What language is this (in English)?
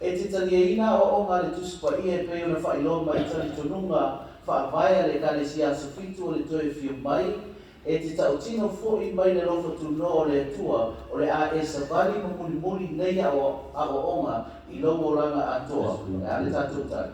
Samoan